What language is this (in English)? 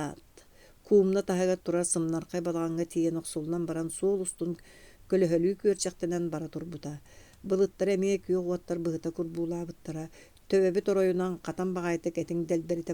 Yakut